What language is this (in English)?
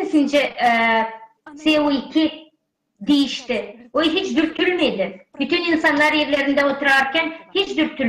Gagauz